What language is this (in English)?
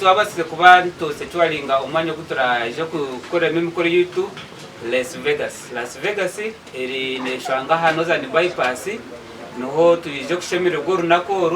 Nyankole